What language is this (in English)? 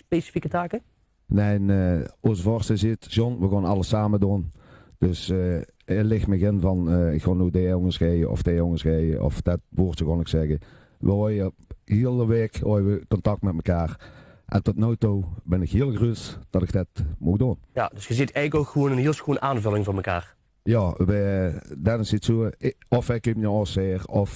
Limburgish